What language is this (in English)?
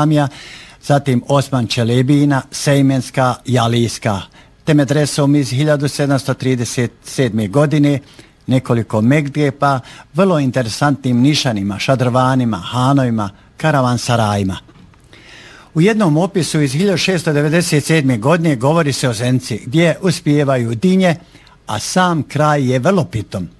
Bosnian